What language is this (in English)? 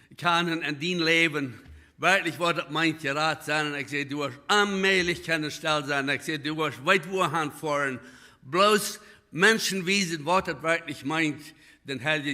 Plautdietsch